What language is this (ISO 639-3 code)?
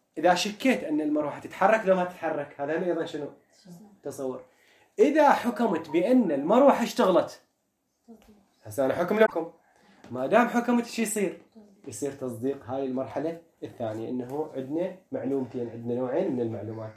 acm